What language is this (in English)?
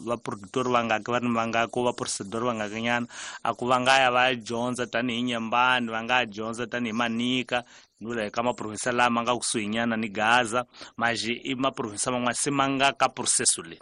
Tsonga